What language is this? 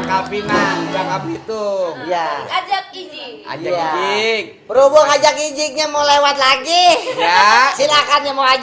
Betawi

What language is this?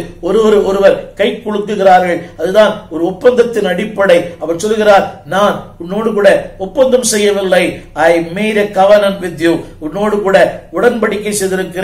Tamil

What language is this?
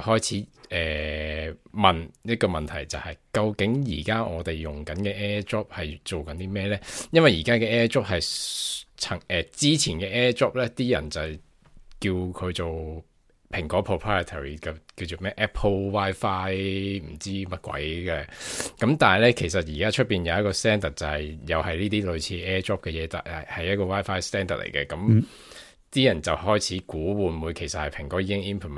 Cantonese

